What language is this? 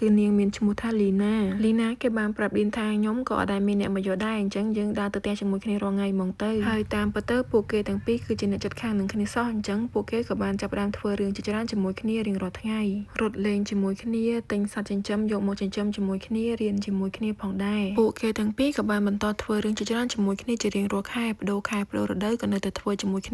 Khmer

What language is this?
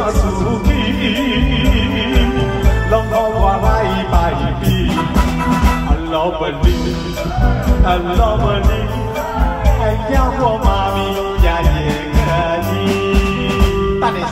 Chinese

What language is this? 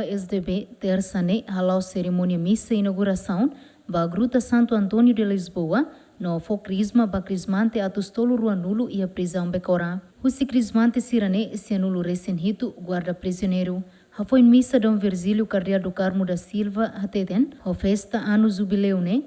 Tetum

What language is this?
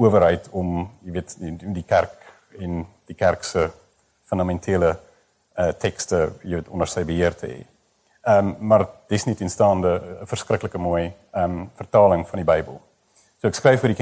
Afrikaans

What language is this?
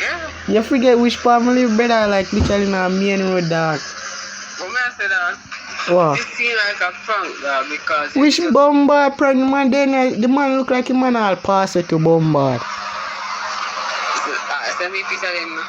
Jamaican Creole English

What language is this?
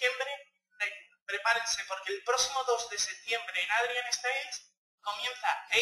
Spanish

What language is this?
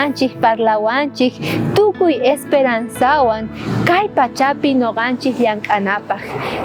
South Bolivian Quechua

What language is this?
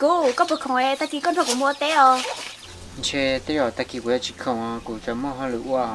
Hmong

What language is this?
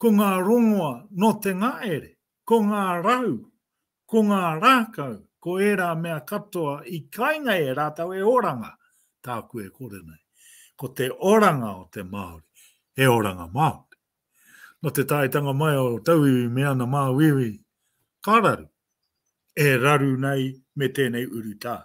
Māori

